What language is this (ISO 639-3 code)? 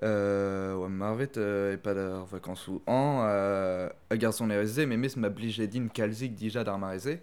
bre